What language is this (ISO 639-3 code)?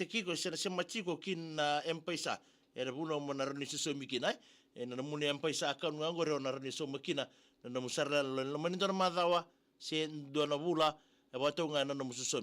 fij